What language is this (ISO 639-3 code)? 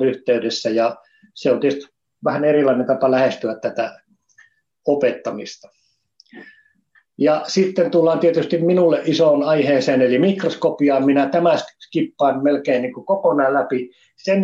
fin